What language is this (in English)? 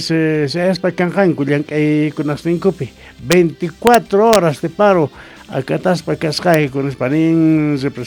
Quechua